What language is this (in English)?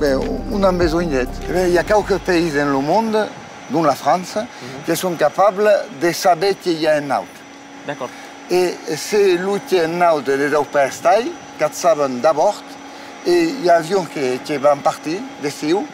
Occitan